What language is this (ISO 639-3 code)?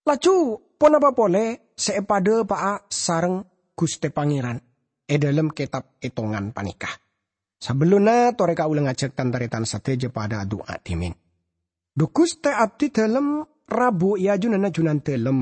mad